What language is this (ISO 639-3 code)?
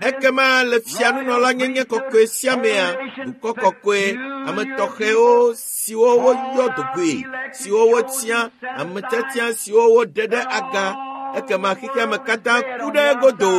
ewe